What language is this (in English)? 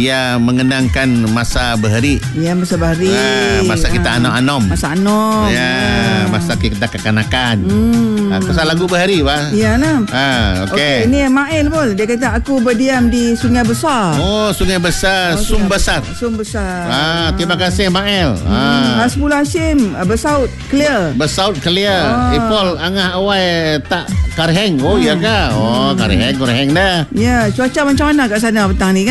Malay